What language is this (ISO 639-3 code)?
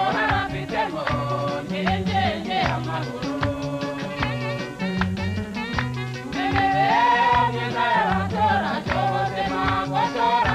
kin